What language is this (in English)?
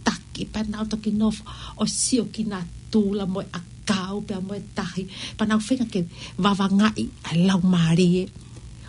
Tongan